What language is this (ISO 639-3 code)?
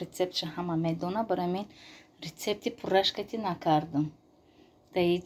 tgk